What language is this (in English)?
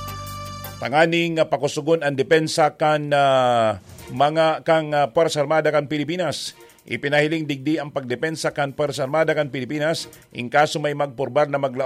Bikol